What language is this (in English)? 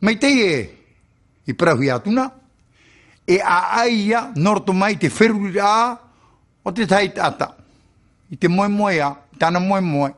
Tahitian